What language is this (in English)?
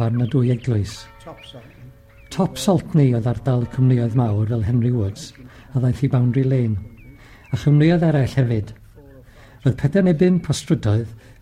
Welsh